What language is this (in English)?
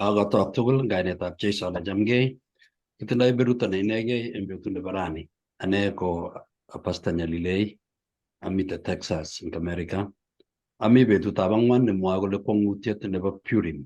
Kalenjin